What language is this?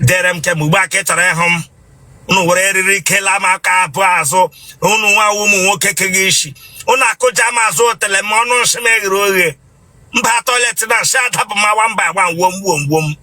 Igbo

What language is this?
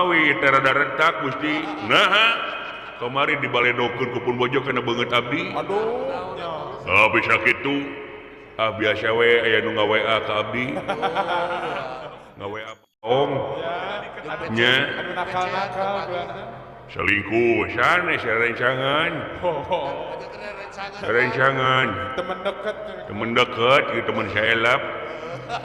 Sundanese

